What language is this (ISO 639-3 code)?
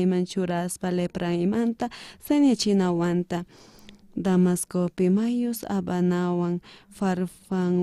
quh